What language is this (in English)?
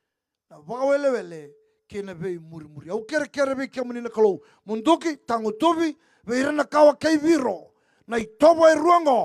Fijian